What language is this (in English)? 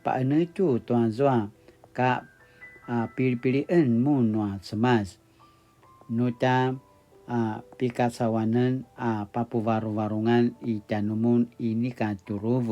Paiwan